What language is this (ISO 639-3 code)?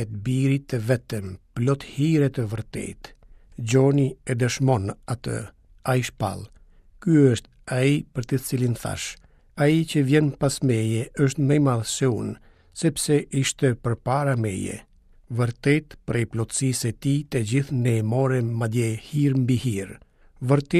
sqi